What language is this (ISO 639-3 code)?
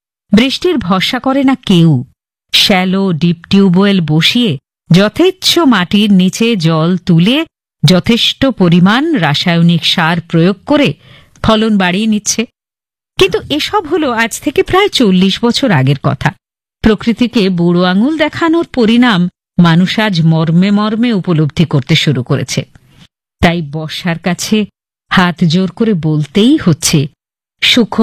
ben